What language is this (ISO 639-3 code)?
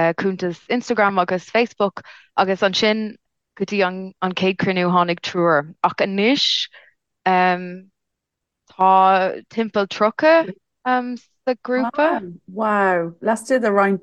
gle